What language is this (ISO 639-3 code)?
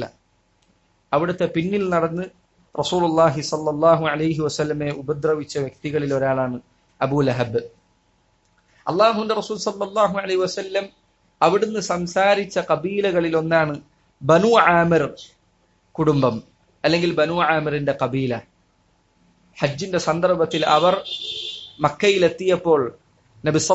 mal